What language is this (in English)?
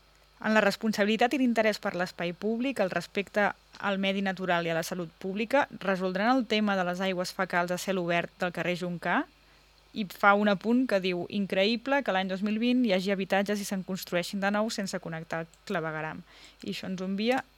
Catalan